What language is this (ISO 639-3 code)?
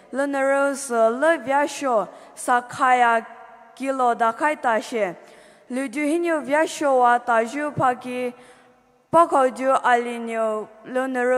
pmx